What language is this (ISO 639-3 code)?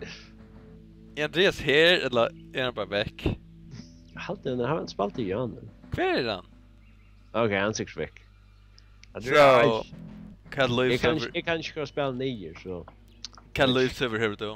fao